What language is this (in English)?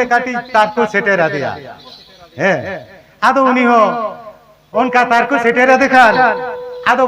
Santali